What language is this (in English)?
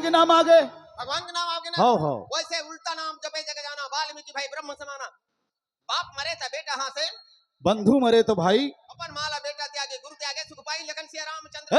Chhattisgarhi